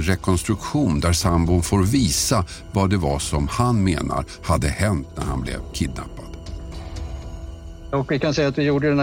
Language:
Swedish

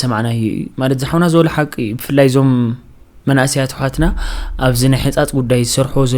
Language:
Tigrinya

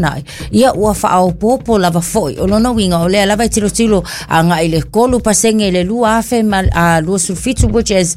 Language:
Samoan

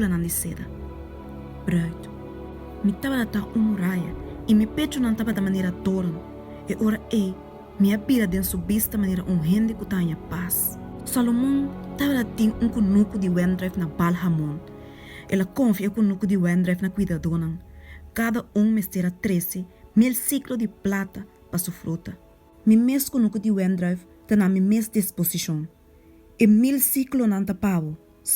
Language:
Papiamento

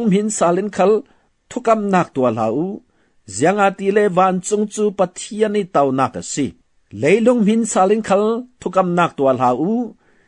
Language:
Falam Chin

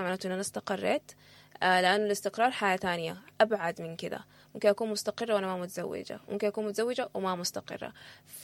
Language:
Sudanese Arabic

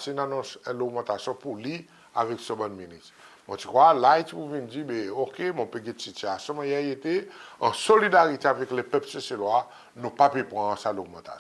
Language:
Seselwa Creole French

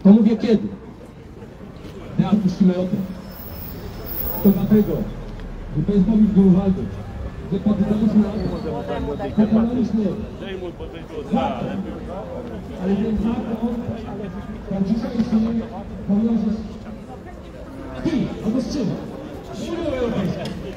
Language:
Polish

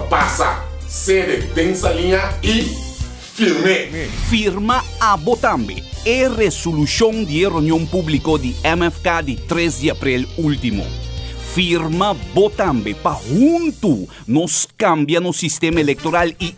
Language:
Papiamento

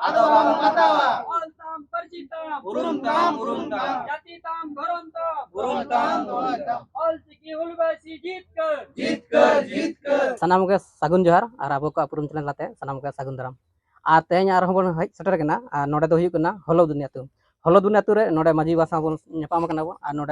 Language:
Santali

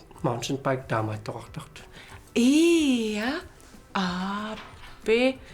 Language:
Kalaallisut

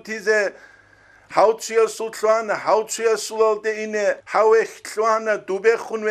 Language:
Avaric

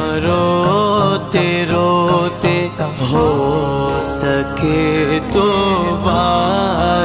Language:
Urdu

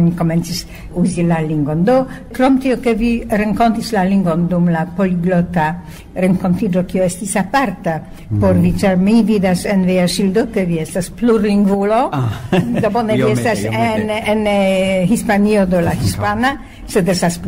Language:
Esperanto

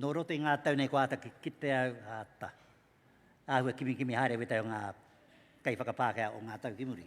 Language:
Māori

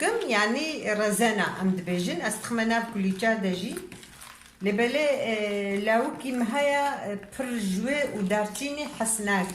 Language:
Kurdish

